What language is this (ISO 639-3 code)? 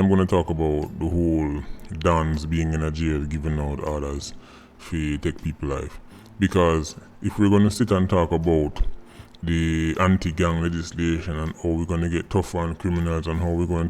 jam